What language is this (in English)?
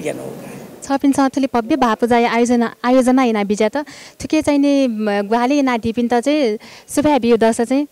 Newari